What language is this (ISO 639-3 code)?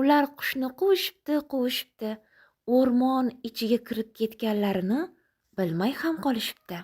uzb